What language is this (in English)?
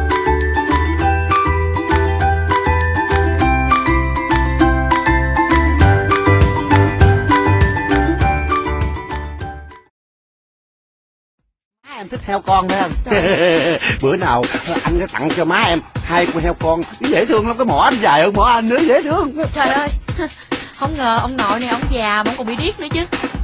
Vietnamese